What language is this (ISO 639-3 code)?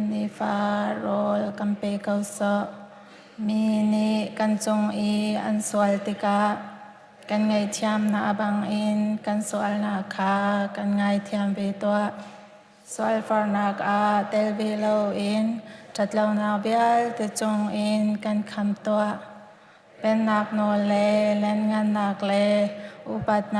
cnh